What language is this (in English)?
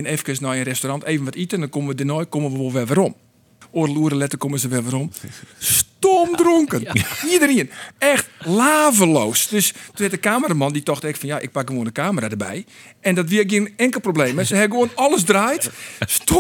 Western Frisian